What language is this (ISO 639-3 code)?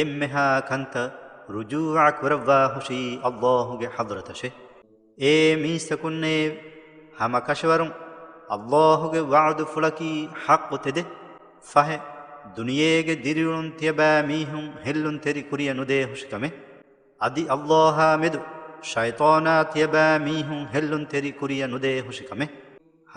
div